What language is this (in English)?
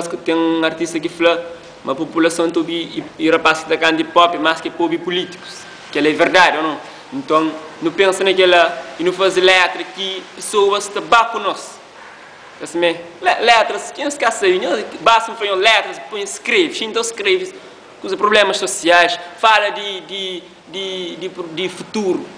Kabuverdianu